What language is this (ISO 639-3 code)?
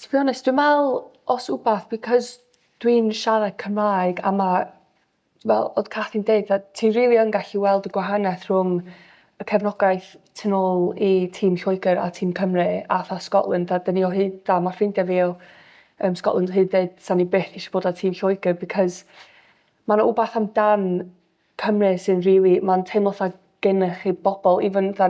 cym